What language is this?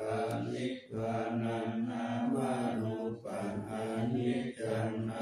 Pali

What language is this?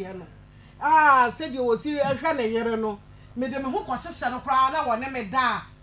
Akan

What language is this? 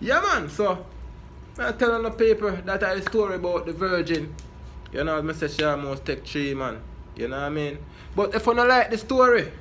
Jamaican Creole English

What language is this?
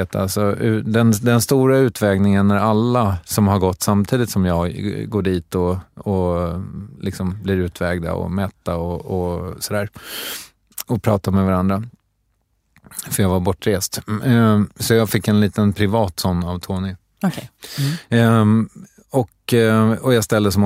Swedish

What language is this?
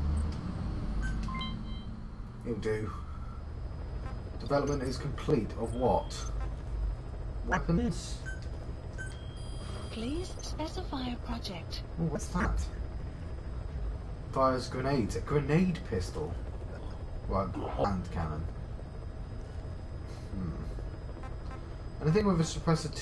English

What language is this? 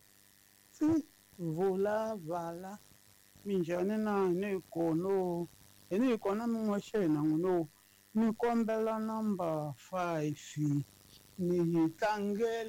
Tsonga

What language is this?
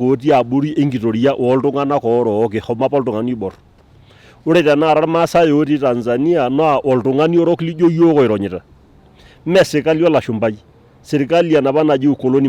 Masai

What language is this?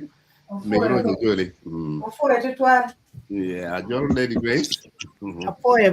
Acoli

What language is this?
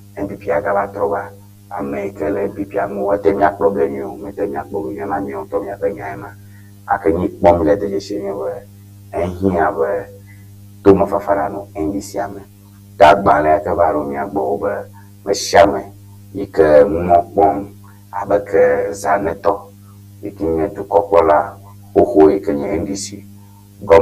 Ewe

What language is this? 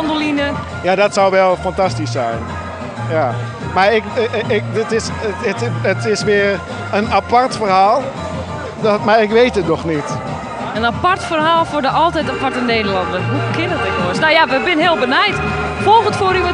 Western Frisian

